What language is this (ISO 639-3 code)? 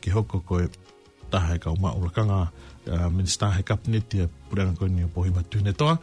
ton